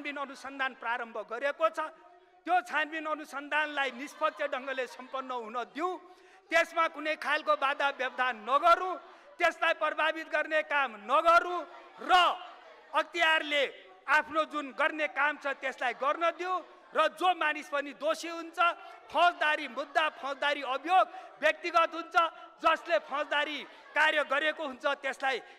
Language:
Nepali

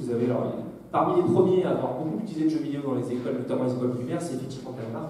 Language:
French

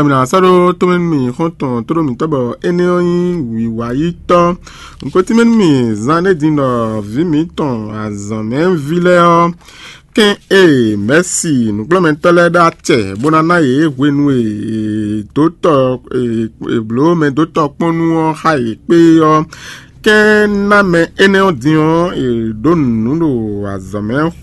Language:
Fon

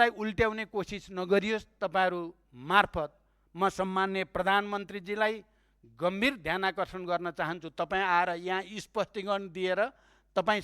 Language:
Nepali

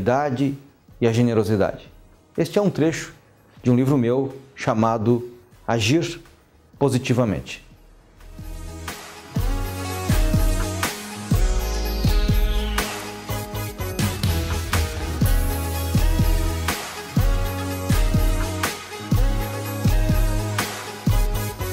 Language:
Portuguese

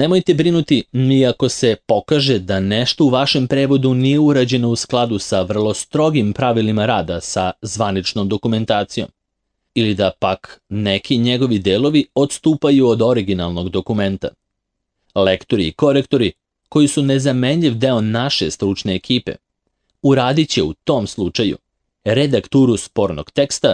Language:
Serbian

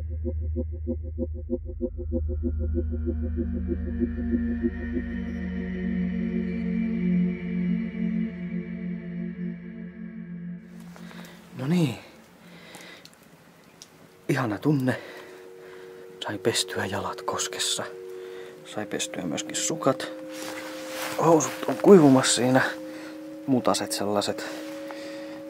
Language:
Finnish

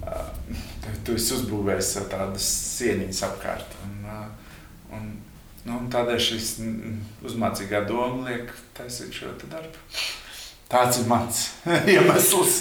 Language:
Latvian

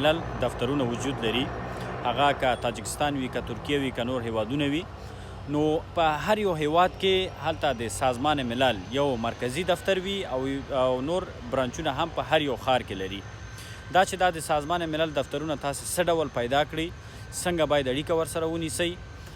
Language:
Pashto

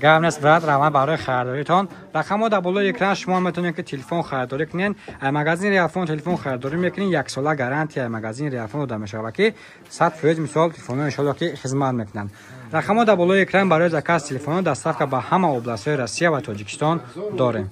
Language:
Tajik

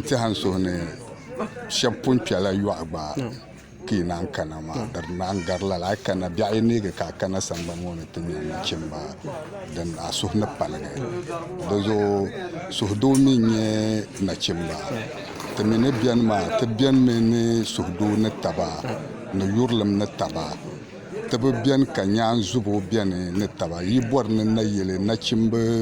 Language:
Dagbani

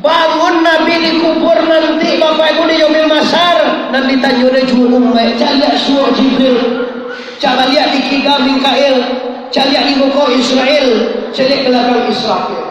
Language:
Minangkabau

